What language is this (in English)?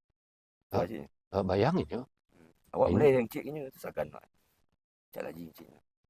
Minangkabau